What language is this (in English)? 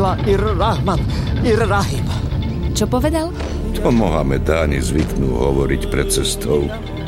Slovak